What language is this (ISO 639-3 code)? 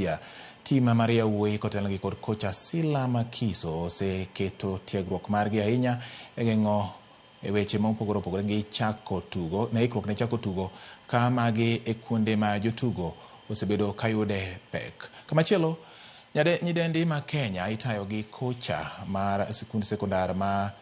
luo